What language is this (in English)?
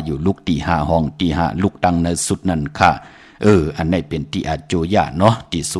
Shan